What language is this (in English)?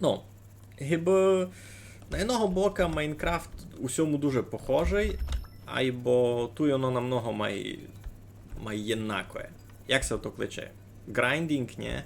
Rusyn